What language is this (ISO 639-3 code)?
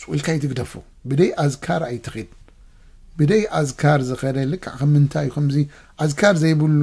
tir